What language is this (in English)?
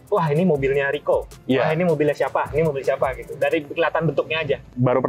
Indonesian